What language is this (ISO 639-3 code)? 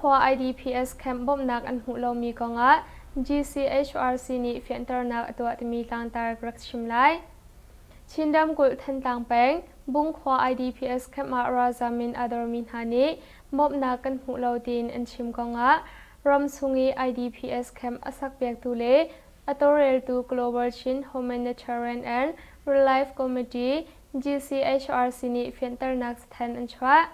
cnh